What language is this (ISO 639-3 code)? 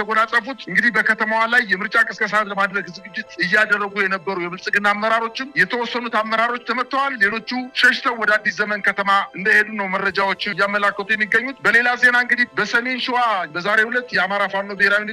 amh